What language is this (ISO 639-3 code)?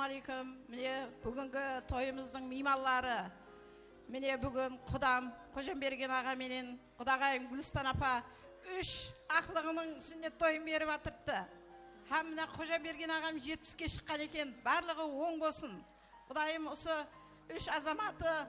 kaa